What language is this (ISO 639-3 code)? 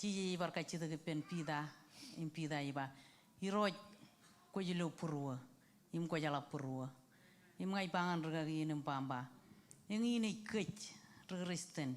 mah